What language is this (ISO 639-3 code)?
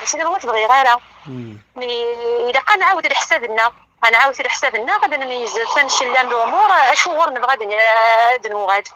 kab